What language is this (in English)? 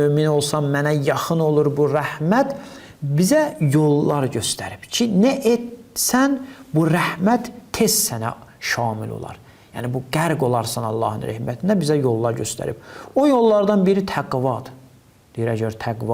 Azerbaijani